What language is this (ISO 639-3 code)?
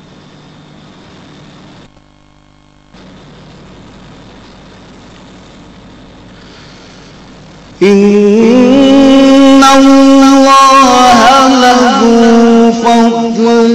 ara